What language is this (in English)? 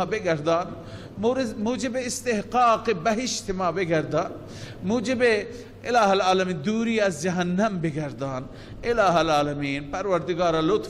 Persian